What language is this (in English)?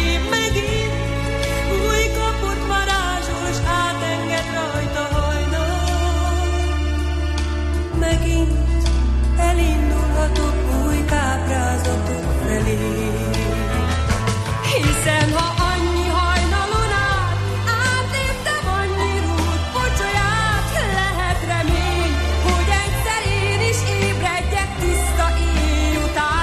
Hungarian